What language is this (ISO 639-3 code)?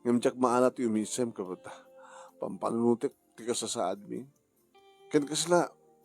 ilo